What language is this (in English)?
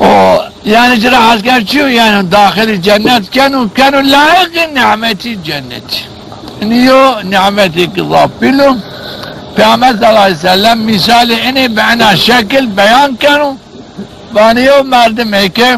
Zaza